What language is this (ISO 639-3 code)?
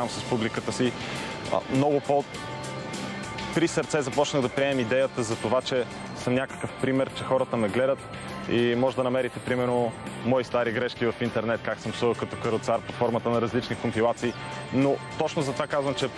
bul